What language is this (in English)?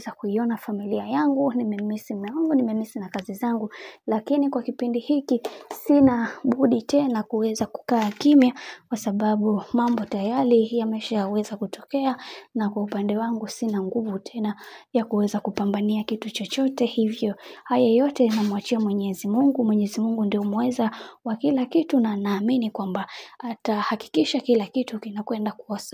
Swahili